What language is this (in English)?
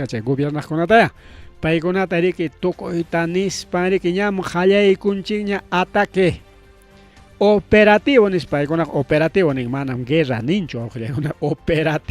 Ayacucho Quechua